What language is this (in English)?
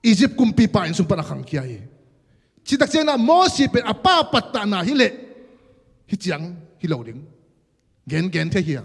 Tedim Chin